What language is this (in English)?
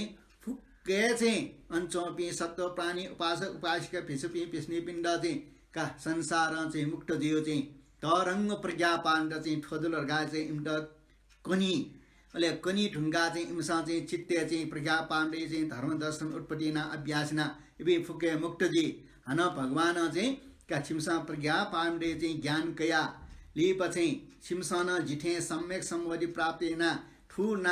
Newari